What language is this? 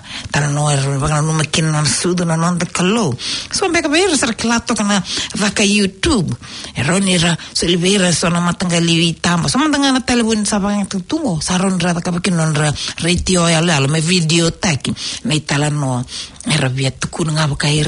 Fijian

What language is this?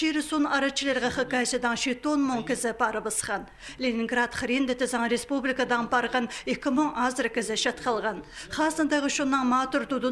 Khakas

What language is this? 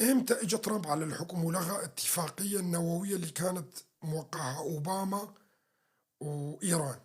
North Levantine Arabic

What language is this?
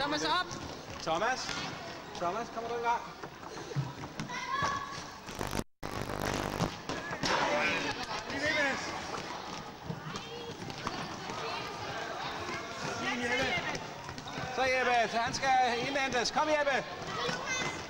Danish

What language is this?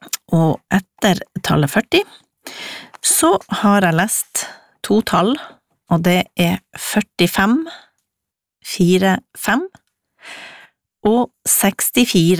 Norwegian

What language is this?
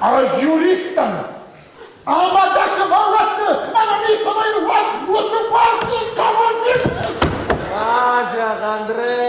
Ossetic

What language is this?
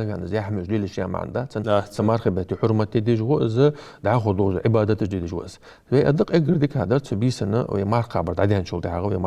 Ingush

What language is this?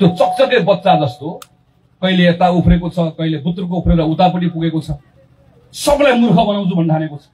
Nepali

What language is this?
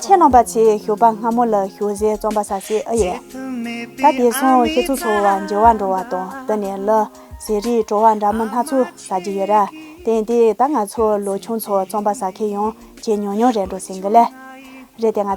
Tibetan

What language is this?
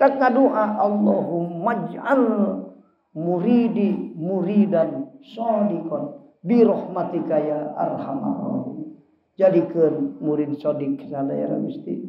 Sundanese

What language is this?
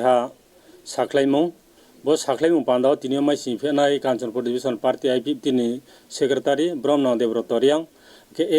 Riang (India)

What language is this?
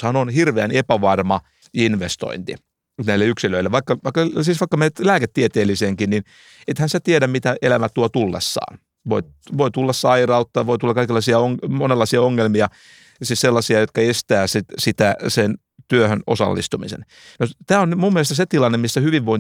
Finnish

